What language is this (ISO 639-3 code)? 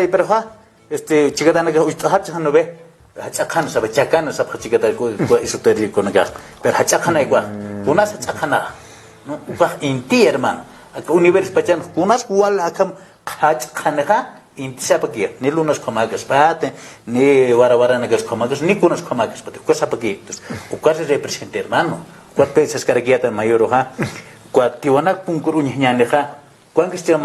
aym